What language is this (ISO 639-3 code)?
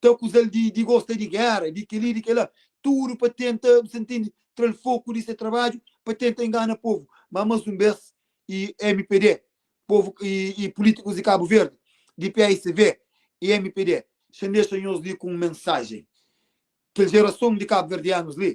kea